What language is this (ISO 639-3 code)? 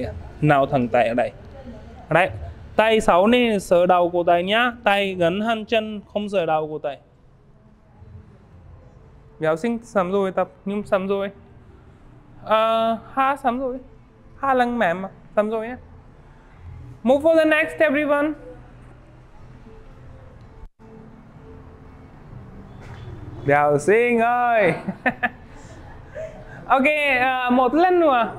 vie